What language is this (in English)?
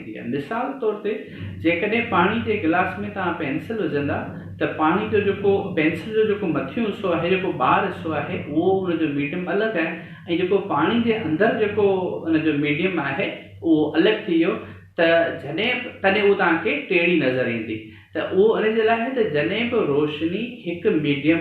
Sindhi